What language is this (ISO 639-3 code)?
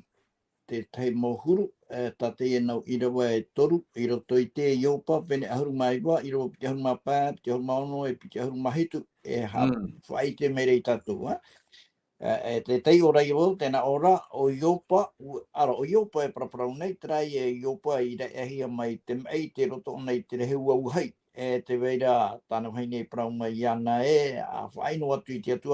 tah